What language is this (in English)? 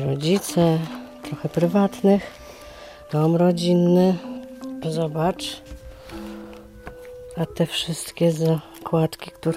Polish